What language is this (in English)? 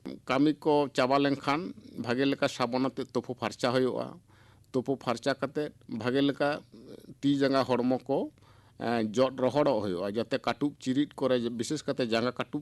Santali